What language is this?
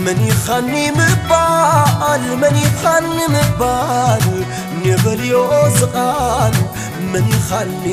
Tigrinya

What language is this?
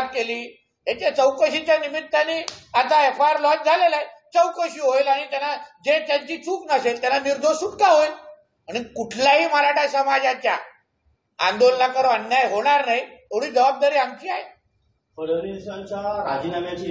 Marathi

